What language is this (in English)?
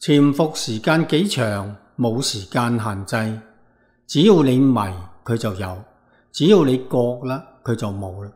Cantonese